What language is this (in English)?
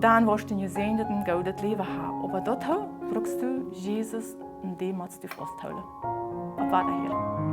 Plautdietsch